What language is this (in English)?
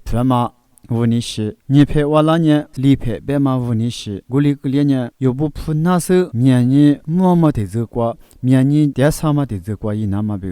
Lisu